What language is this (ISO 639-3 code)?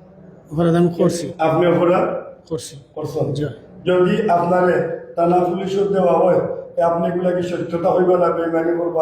syl